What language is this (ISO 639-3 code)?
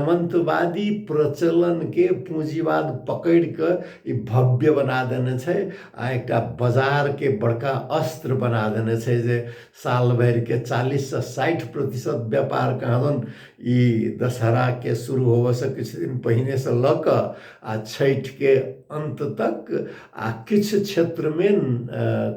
mai